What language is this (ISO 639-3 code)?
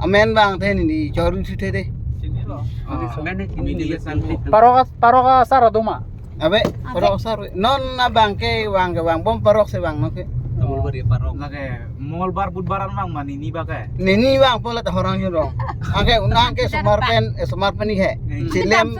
mjw